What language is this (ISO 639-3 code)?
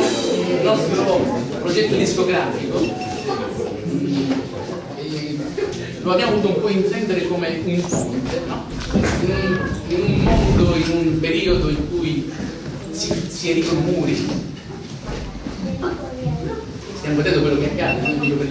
ita